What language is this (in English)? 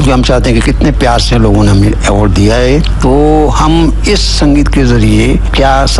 Hindi